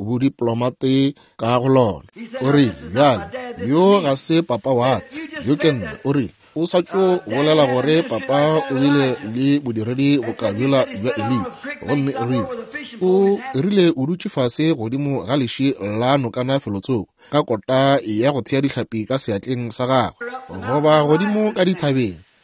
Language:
Northern Sotho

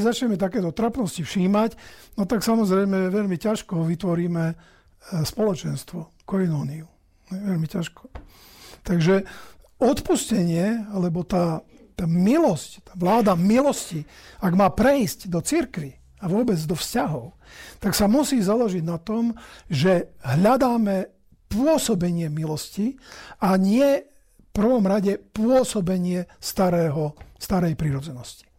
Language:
Slovak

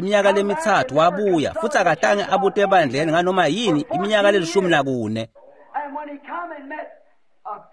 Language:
Swati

